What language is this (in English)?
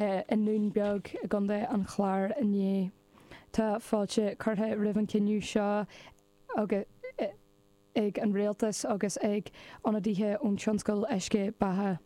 Irish